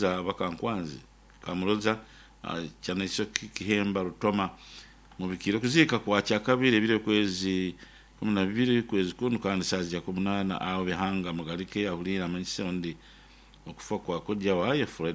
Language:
Nyoro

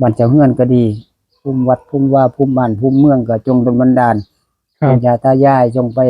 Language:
Northeastern Thai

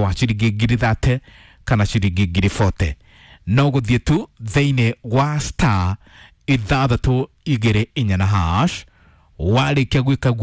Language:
Kikuyu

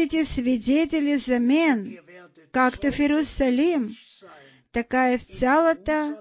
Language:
Bulgarian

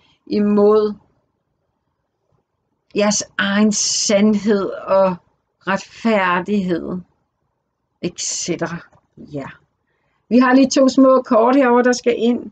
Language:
Danish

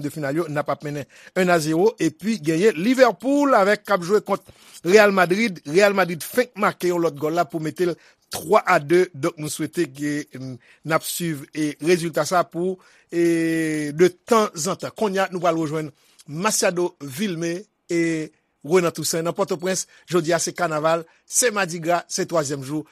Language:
Haitian Creole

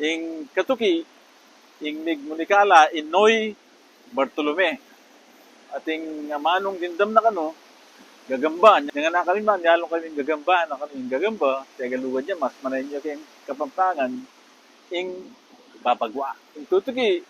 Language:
Pampanga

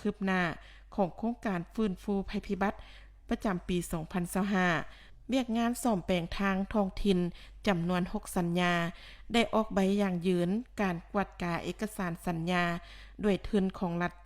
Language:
Lao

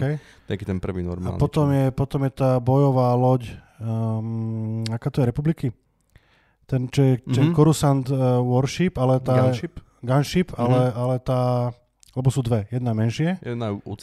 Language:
Slovak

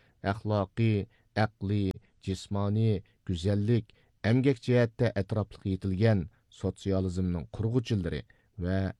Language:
Uyghur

